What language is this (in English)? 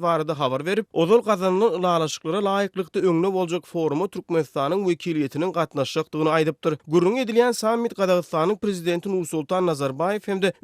Turkmen